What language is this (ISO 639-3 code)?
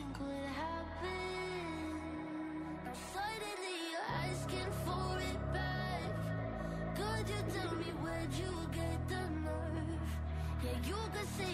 eng